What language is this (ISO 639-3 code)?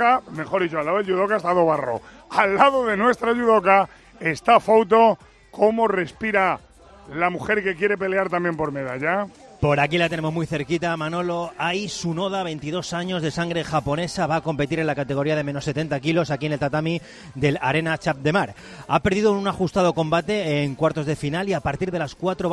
spa